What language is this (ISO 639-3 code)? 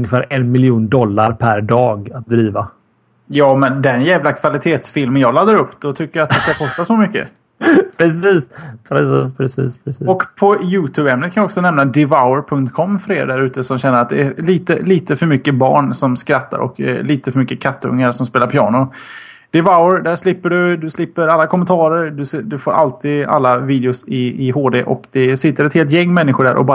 swe